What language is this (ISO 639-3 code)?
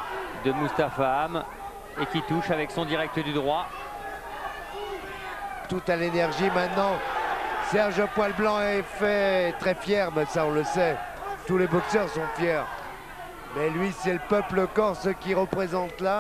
fra